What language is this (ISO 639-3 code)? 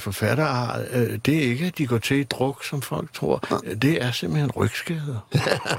dan